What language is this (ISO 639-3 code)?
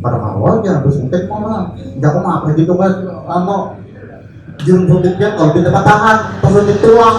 bjn